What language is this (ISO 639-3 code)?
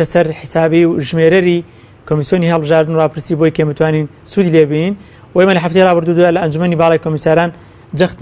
ckb